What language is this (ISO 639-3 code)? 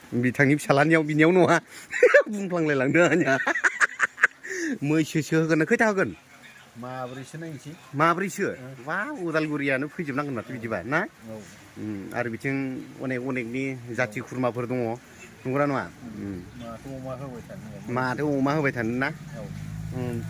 brx